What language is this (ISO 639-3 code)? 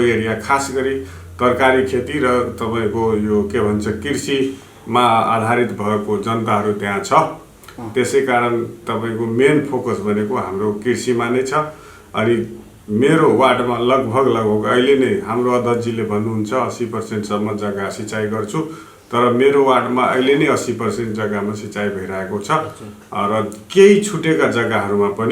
nep